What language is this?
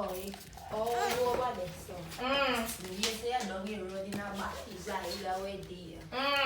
Jamaican Creole English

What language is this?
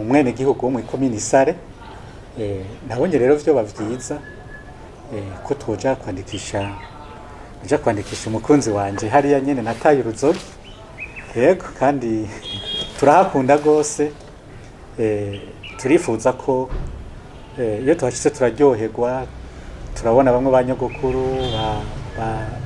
Rundi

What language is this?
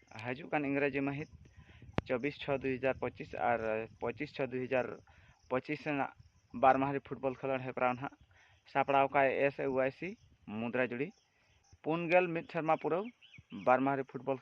Santali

